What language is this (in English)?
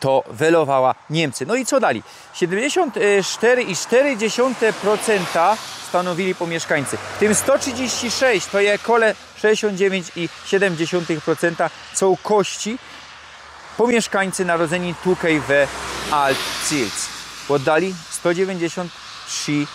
Silesian